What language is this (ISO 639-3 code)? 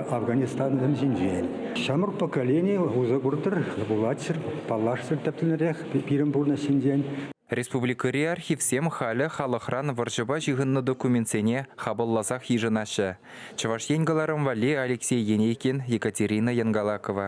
chv